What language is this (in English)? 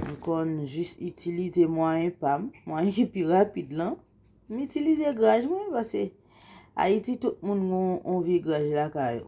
Haitian Creole